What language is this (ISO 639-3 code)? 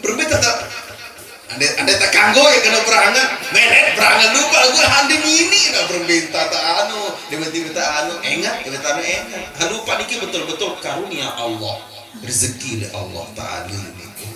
sas